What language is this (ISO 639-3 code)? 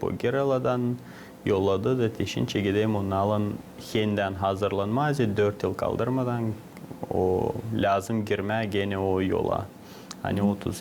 gag